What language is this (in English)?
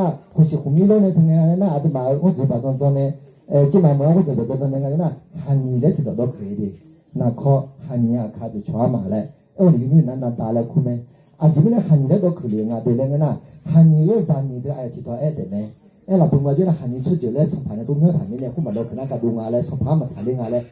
Akha